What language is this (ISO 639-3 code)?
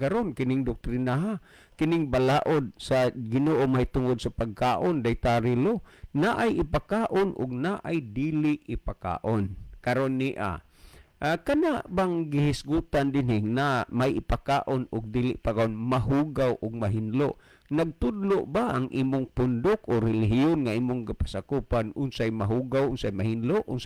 ceb